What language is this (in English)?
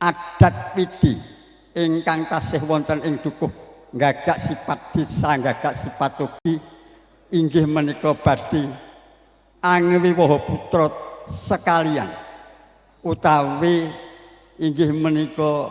Javanese